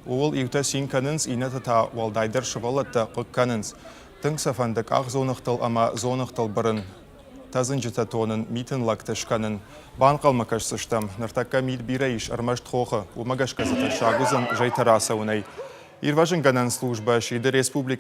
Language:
Ossetic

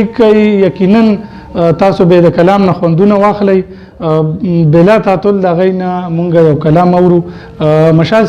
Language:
Pashto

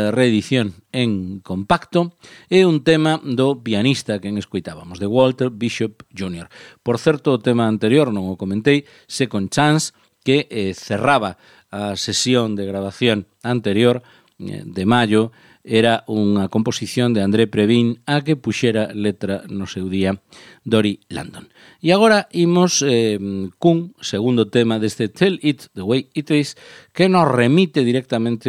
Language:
Galician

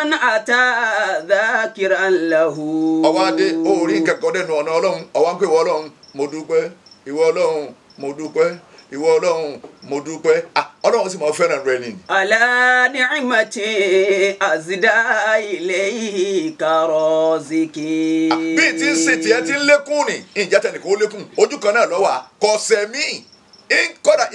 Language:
Yoruba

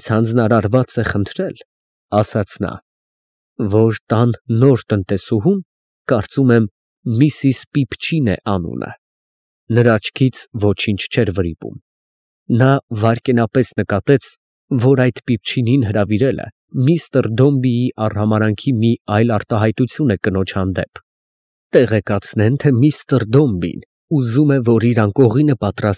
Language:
Armenian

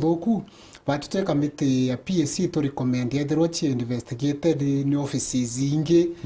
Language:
Meru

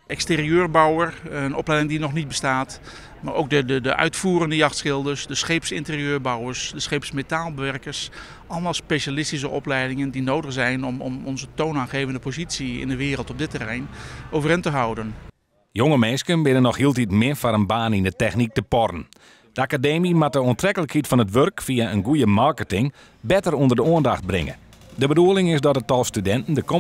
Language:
Western Frisian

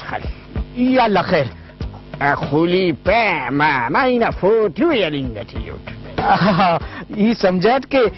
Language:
Brahui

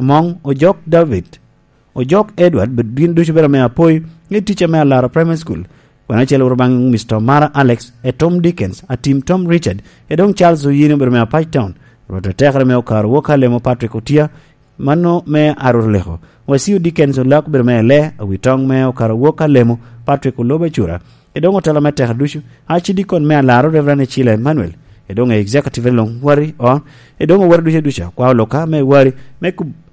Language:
Lango (Uganda)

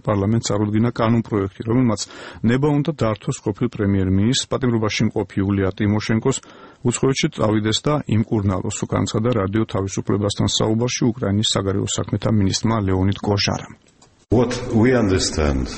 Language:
Georgian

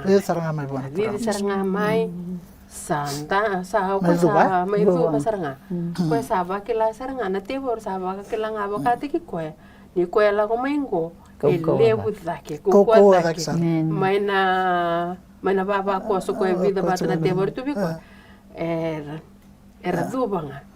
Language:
Fijian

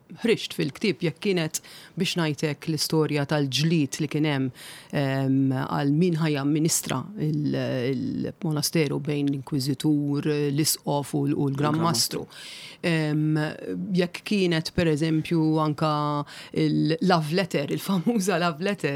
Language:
Maltese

